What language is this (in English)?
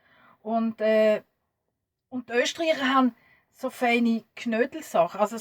Swiss German